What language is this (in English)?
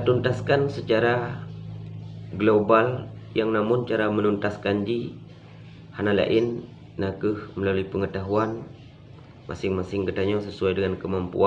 Achinese